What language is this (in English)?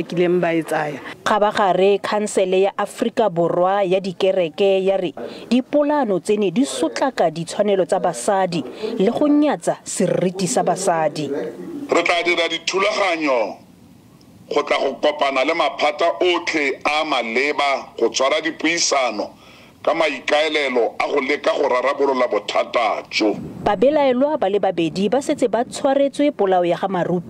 Tswana